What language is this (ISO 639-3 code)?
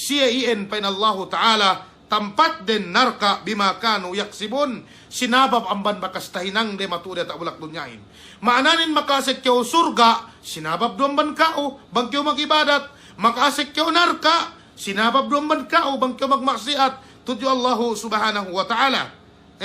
yka